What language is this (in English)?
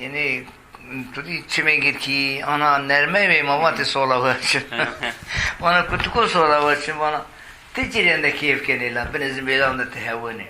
Zaza